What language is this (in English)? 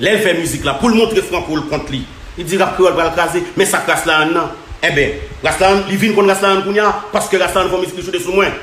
Haitian Creole